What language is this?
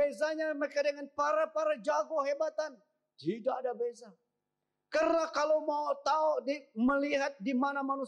Malay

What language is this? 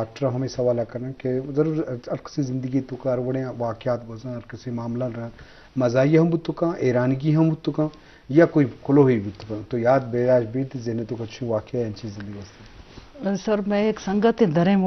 Eastern Balochi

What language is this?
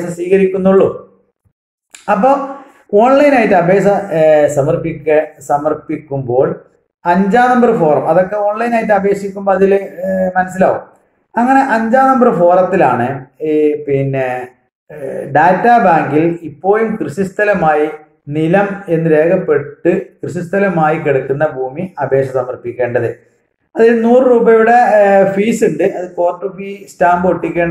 Malayalam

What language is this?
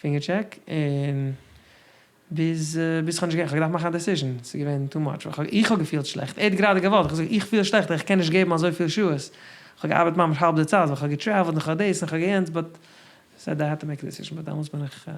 Yiddish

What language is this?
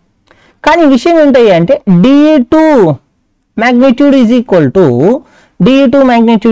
Telugu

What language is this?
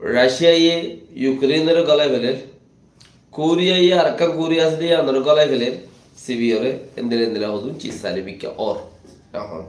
Rohingya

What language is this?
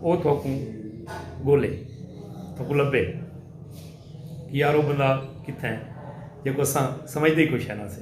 Saraiki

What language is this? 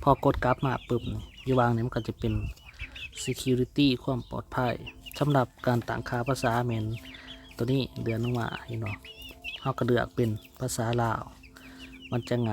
Lao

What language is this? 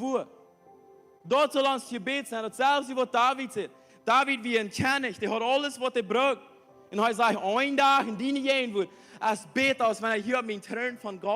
Plautdietsch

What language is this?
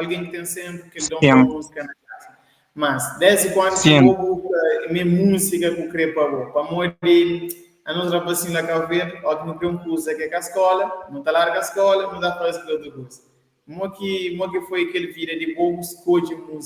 Kabuverdianu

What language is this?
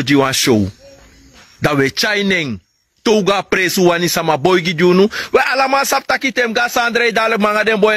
Sranan Tongo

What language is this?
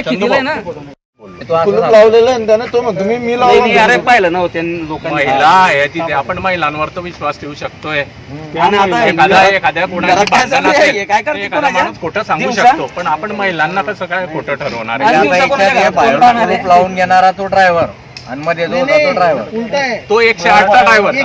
Marathi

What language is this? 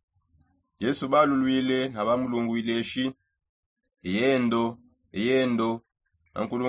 Songe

